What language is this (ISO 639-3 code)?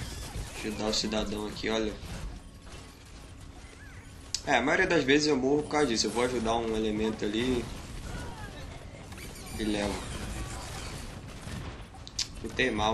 por